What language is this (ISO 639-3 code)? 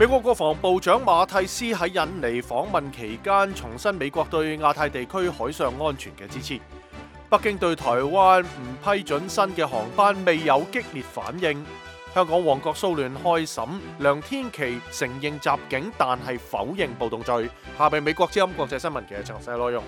yue